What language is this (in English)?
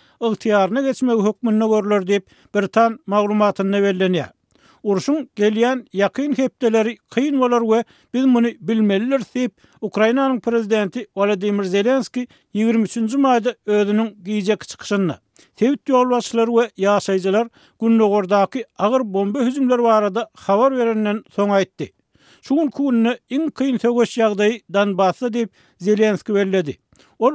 Turkmen